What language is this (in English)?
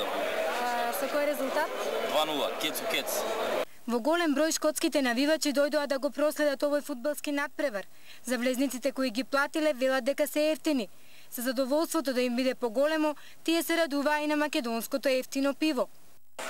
Macedonian